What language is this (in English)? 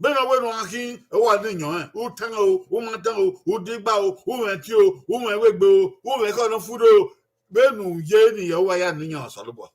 Bini